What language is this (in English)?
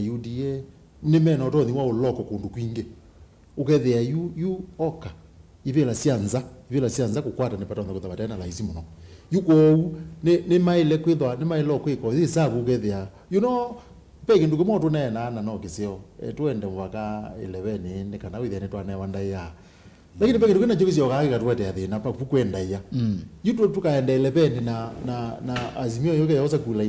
Kamba